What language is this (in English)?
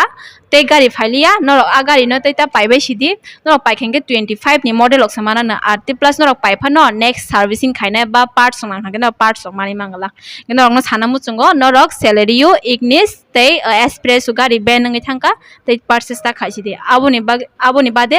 Kok Borok